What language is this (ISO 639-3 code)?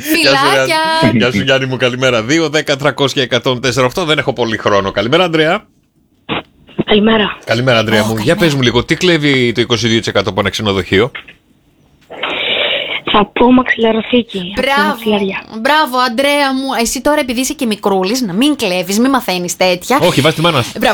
ell